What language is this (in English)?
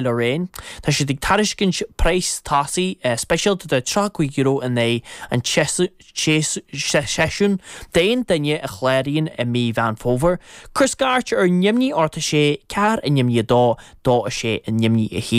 Irish